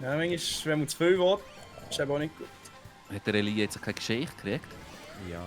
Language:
Swiss German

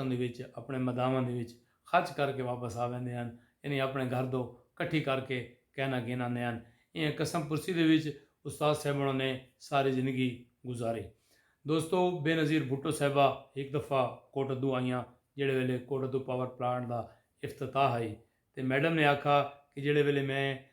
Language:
Saraiki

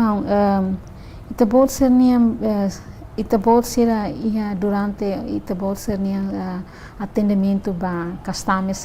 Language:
Tetum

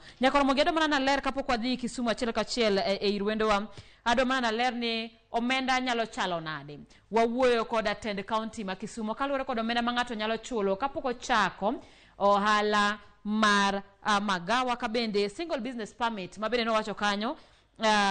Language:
Luo (Kenya and Tanzania)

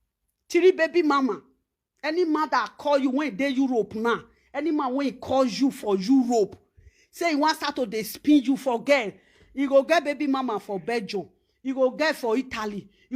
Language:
Nigerian Pidgin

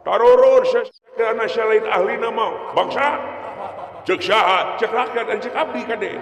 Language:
Sundanese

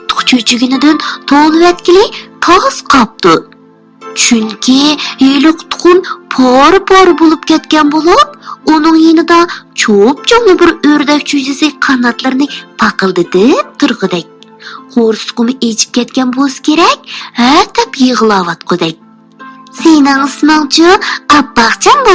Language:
Uyghur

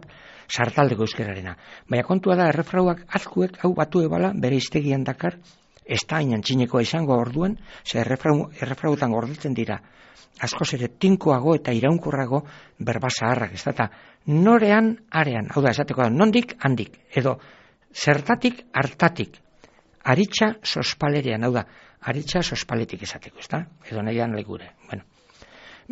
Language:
Basque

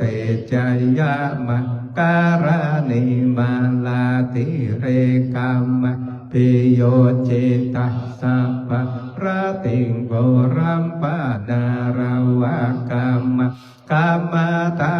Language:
Pali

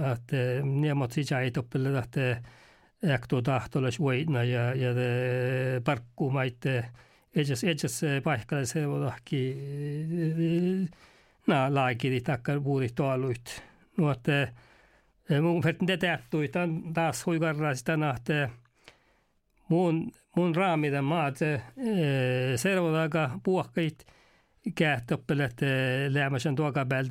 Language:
Norwegian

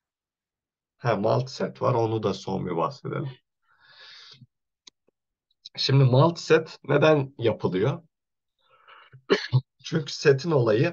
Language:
Turkish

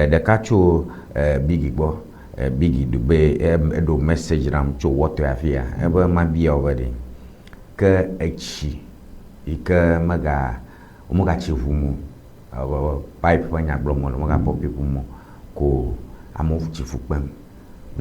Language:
Ewe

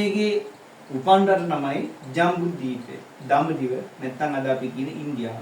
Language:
Sinhala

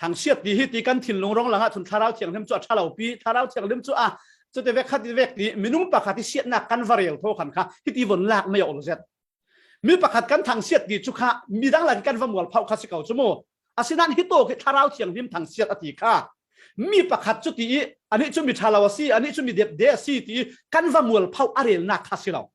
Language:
Falam Chin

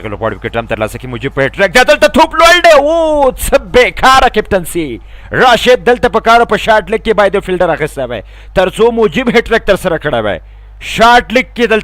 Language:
Pashto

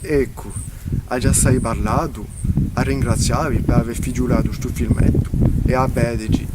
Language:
Corsican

